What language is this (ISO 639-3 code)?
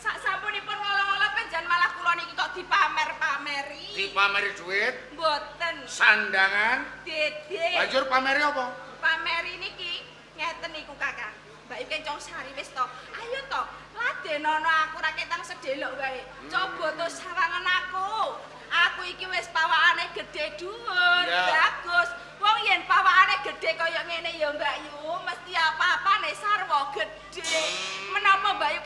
jav